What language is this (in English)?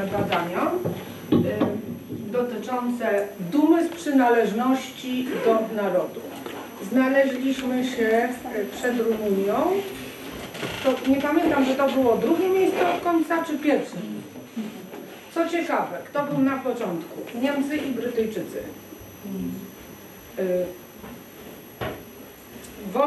Polish